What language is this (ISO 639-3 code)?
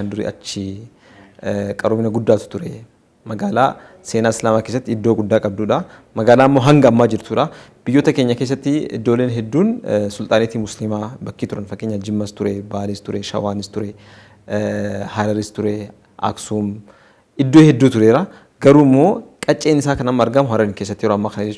orm